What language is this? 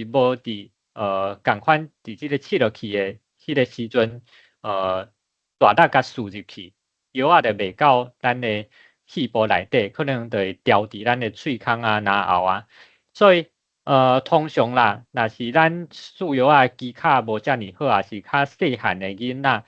Min Nan Chinese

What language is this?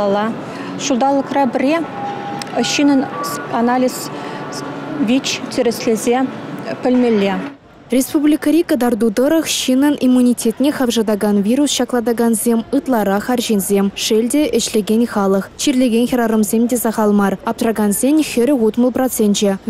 Chuvash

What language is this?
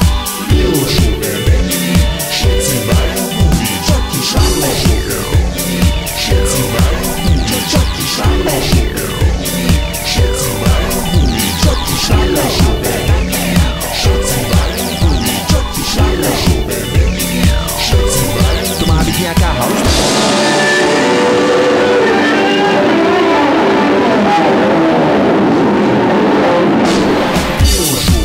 Slovak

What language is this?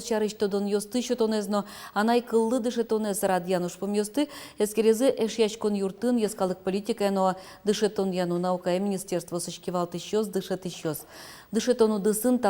Udmurt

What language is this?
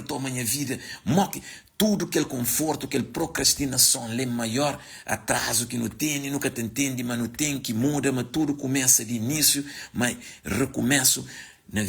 Kabuverdianu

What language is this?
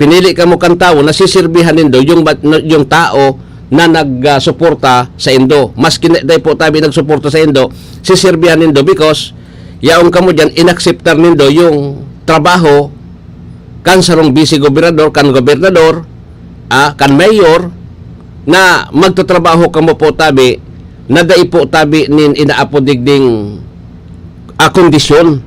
Bikol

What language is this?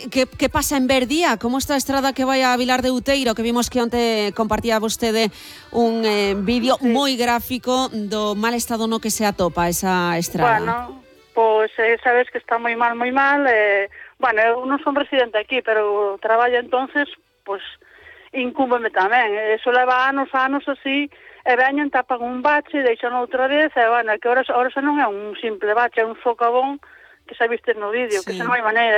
Galician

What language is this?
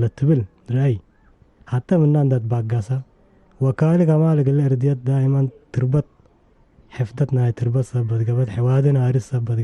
Tigre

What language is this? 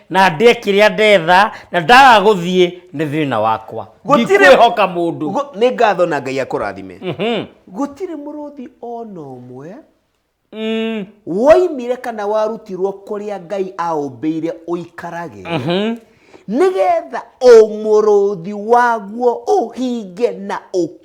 Kikuyu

